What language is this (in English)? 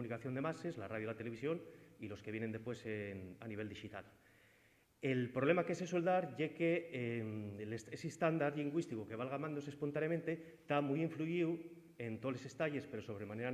Asturian